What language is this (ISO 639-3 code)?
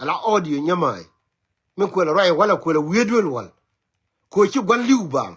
nus